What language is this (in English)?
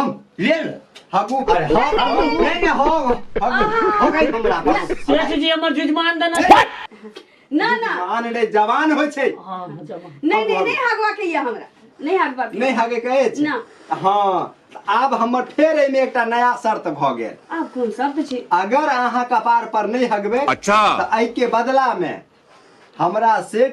Maithili